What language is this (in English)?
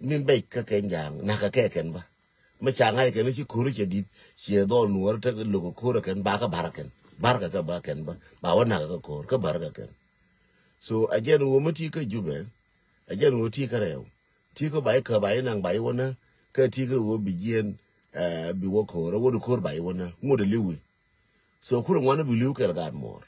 Nuer